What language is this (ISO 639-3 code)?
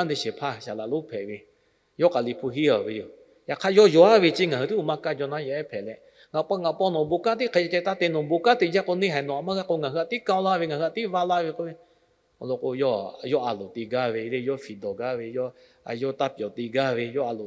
lhu